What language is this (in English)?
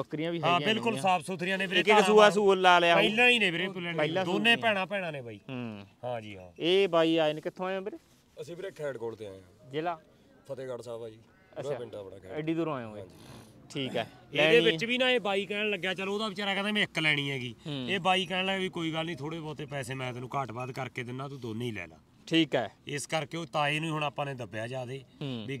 Punjabi